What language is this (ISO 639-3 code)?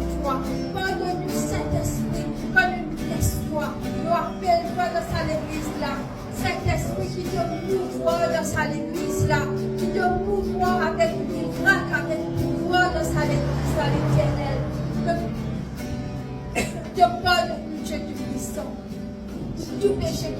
mfe